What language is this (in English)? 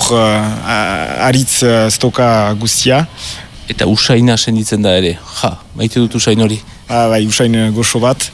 Basque